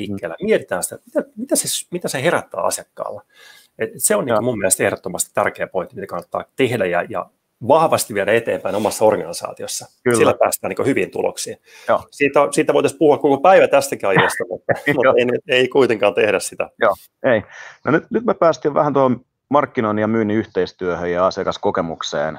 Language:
Finnish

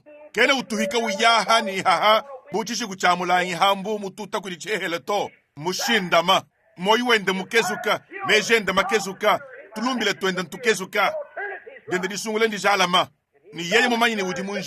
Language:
Luba-Lulua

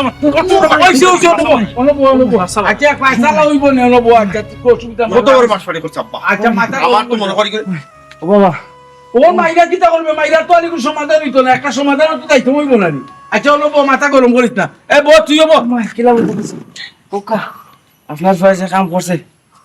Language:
Sylheti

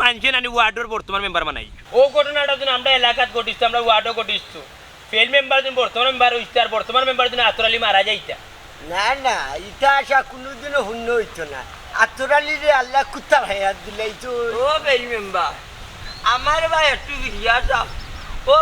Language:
Sylheti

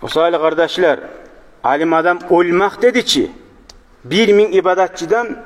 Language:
Kumyk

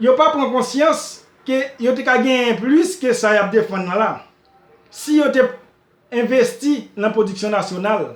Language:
Haitian Creole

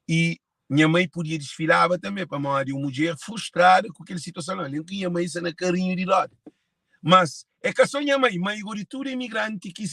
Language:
Kabuverdianu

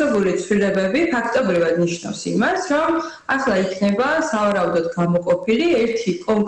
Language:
Georgian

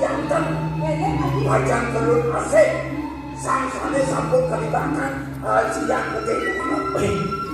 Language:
Balinese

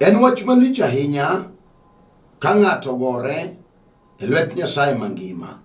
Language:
Luo (Kenya and Tanzania)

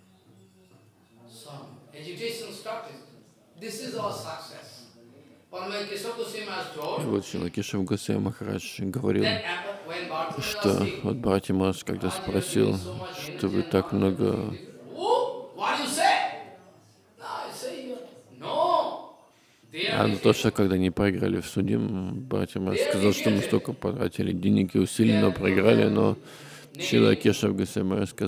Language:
Russian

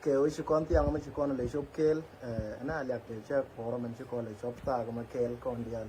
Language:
Nuer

